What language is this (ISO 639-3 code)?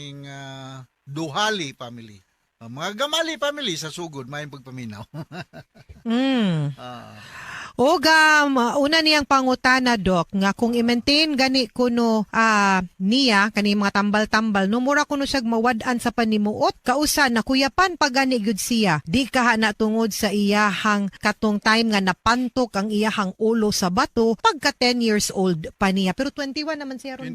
ceb